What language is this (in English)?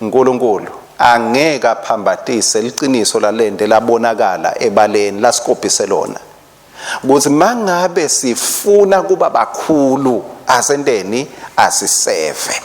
Swati